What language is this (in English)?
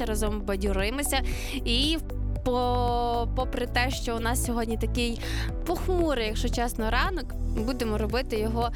Ukrainian